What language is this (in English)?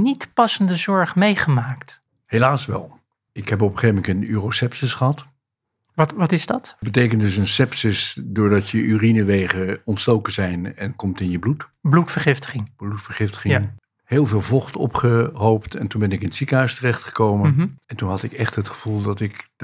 Dutch